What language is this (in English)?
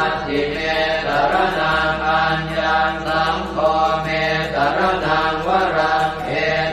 Pali